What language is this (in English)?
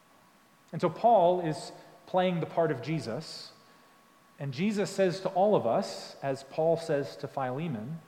English